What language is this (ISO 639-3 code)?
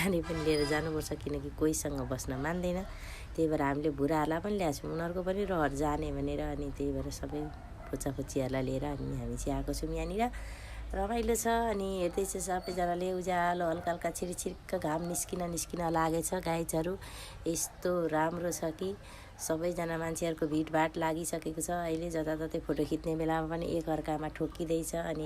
nep